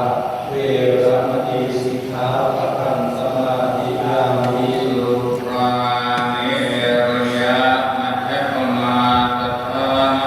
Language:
Pali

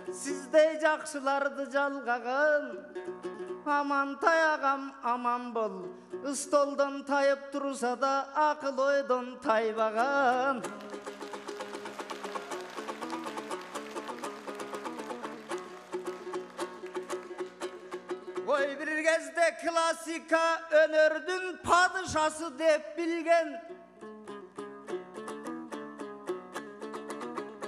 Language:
Kazakh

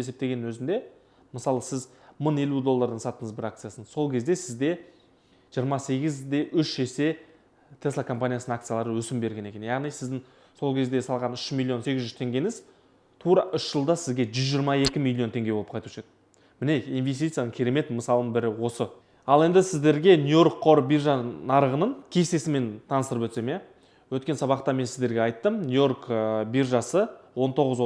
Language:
Kazakh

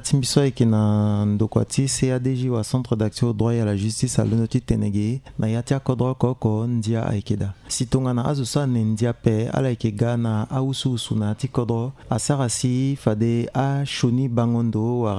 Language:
Sango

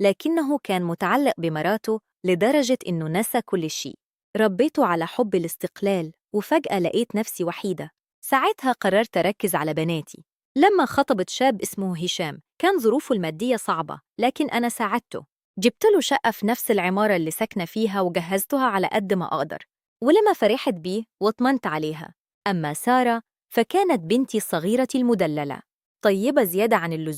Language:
Egyptian Arabic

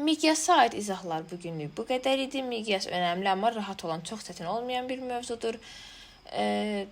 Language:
Azerbaijani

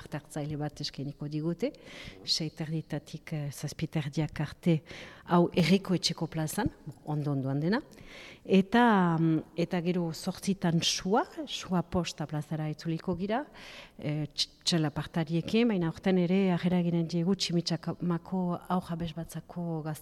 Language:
Basque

